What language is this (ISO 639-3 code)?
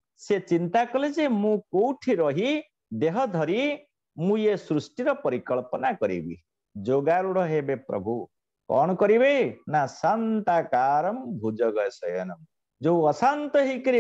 ori